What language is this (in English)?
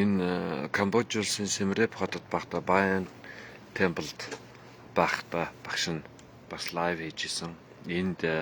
Mongolian